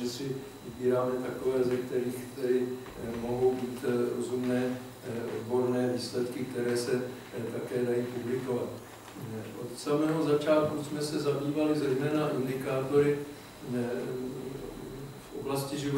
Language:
Czech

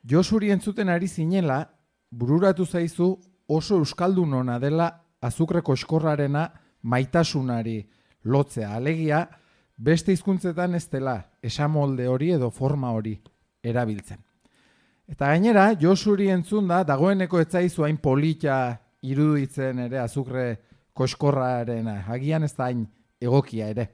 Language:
Basque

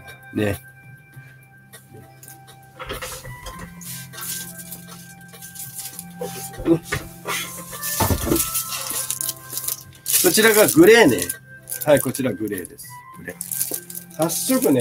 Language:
Japanese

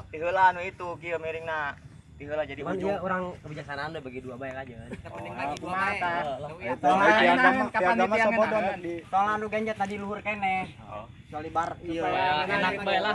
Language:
Sundanese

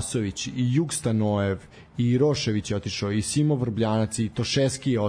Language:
Serbian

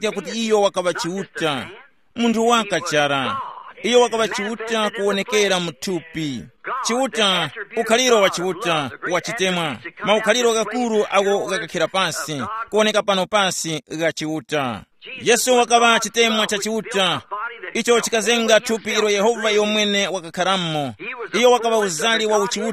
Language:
Tumbuka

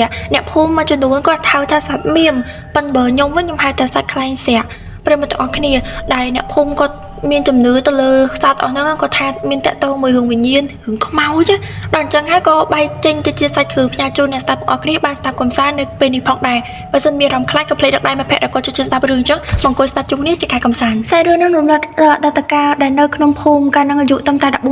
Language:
Khmer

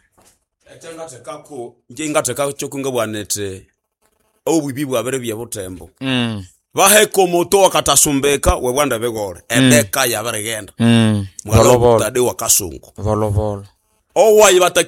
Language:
Nande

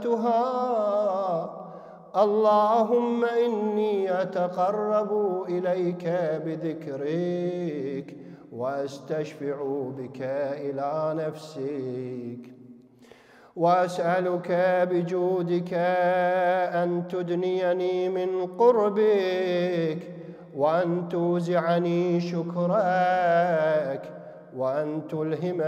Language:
Arabic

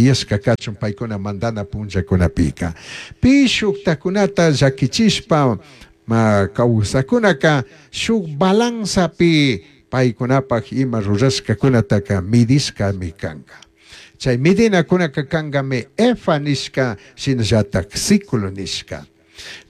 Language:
Chimborazo Highland Quichua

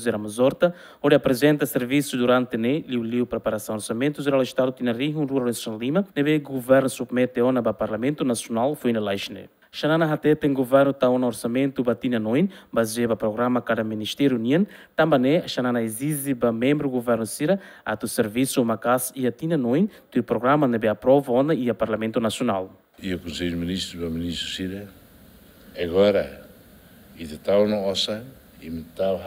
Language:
Tetum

